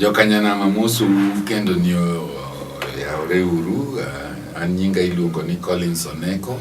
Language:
Luo (Kenya and Tanzania)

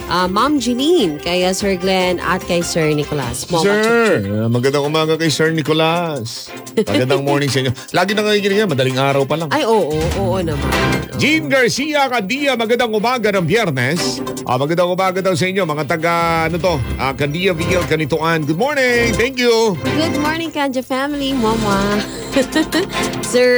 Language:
Filipino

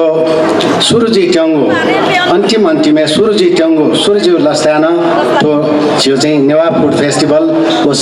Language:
Newari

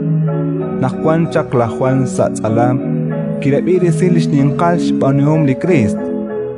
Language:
Kekchí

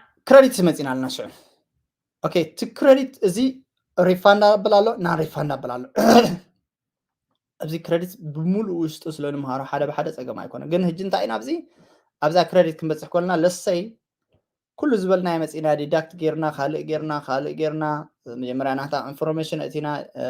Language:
Tigrinya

